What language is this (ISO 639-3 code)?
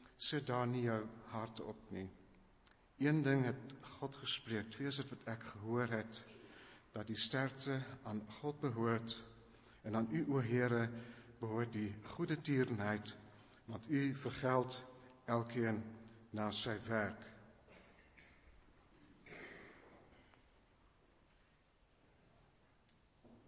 afr